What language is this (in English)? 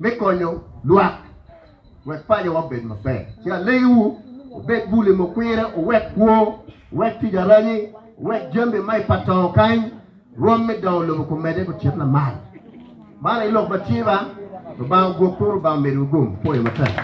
Acoli